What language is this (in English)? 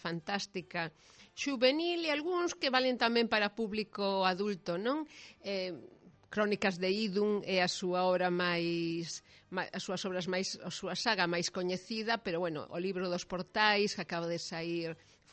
Galician